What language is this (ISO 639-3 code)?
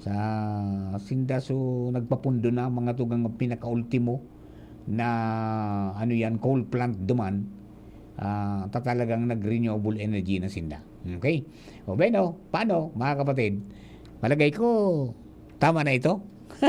bik